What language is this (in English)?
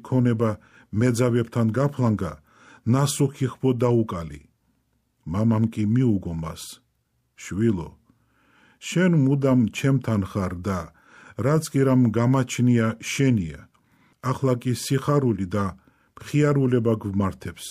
Georgian